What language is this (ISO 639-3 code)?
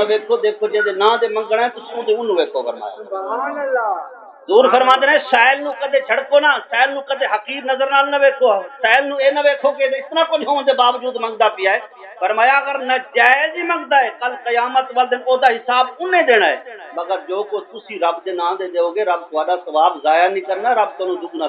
skr